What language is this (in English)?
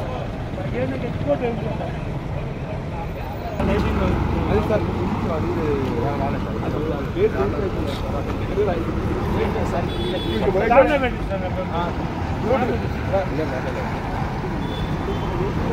Telugu